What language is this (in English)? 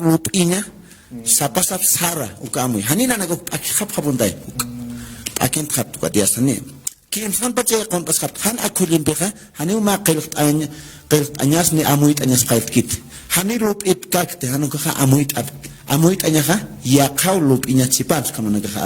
Aymara